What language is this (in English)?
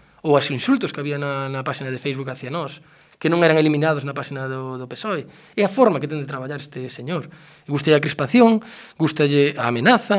Galician